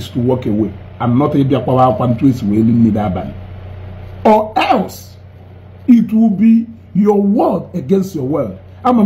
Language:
Igbo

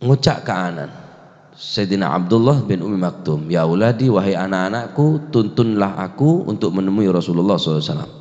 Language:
Madurese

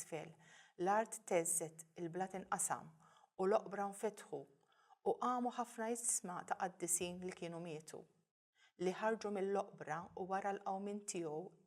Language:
Maltese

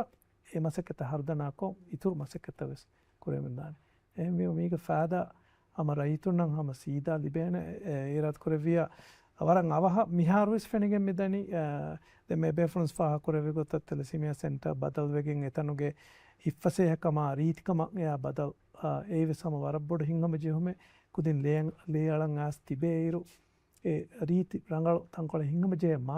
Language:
Divehi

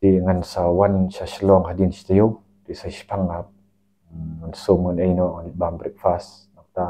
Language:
Khasi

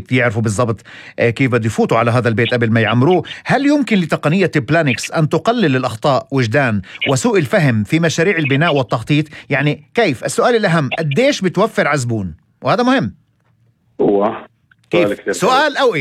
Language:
North Levantine Arabic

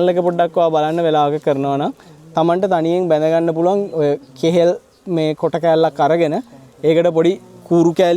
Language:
Sinhala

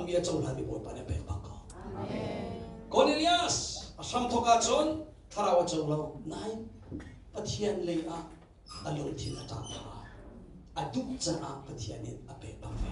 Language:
Hakha Chin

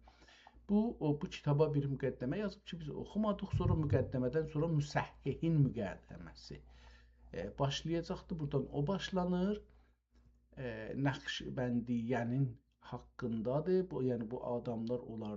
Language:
South Azerbaijani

